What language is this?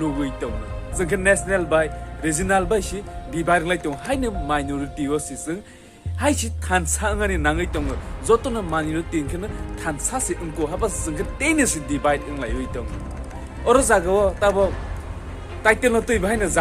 Kok Borok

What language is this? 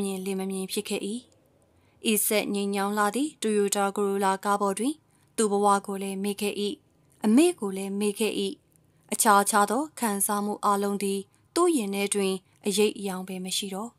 Burmese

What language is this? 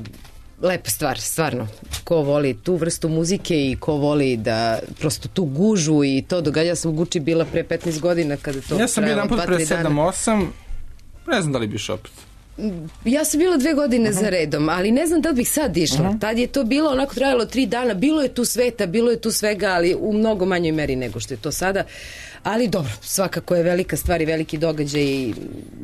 Serbian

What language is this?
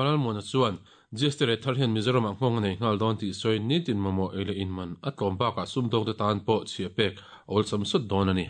Mizo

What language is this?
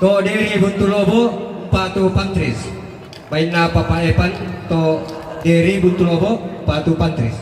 Toraja-Sa'dan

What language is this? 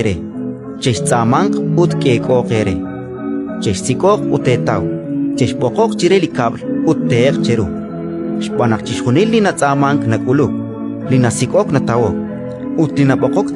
Kekchí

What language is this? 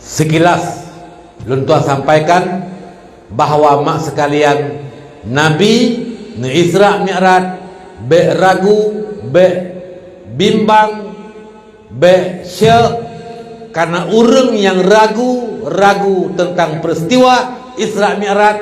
Achinese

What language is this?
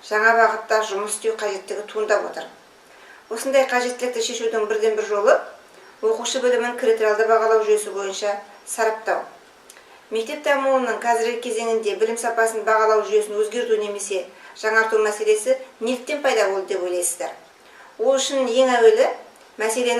Kazakh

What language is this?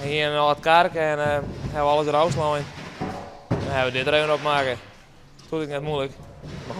Western Frisian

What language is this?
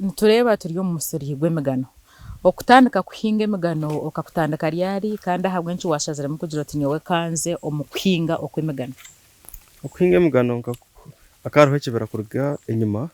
Nyankole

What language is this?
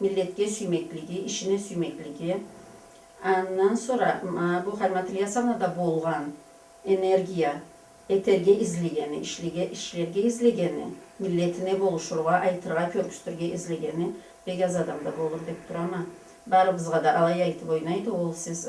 Karachay-Balkar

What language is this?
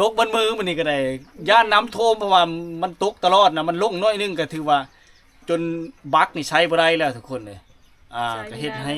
Lao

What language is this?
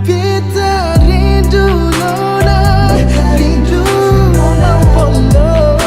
Ambonese Malay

